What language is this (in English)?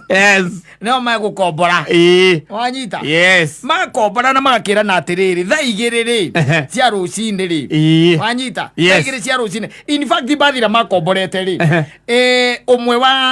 Kikuyu